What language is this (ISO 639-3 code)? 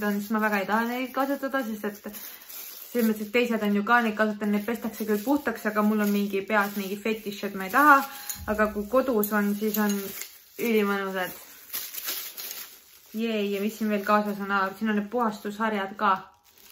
est